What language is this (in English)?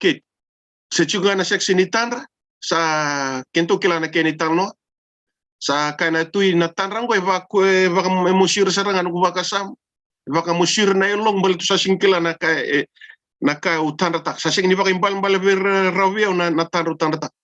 Fijian